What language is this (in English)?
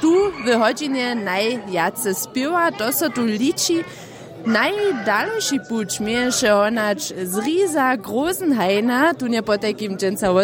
Upper Sorbian